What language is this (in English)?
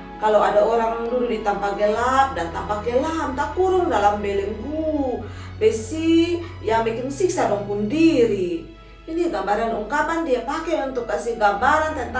Kupang Malay